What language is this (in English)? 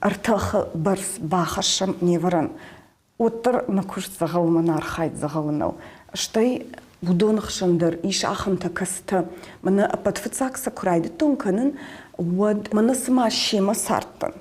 Ossetic